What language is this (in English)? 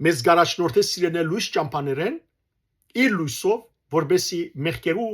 Western Armenian